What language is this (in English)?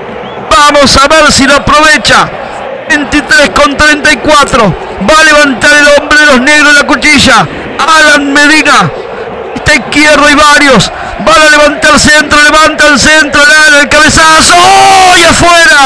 Spanish